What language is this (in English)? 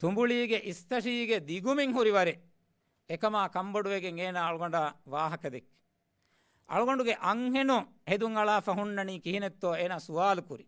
Divehi